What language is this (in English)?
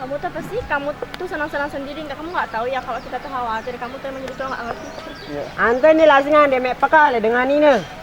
Sasak